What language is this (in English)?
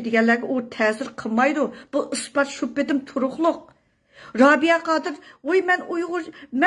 Uyghur